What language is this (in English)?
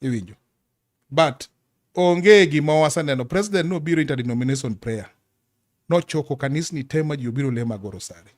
Luo (Kenya and Tanzania)